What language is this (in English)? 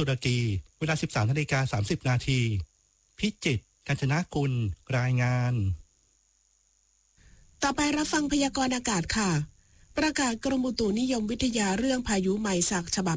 Thai